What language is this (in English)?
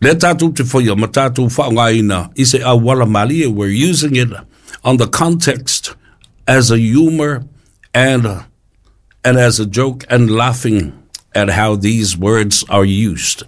Samoan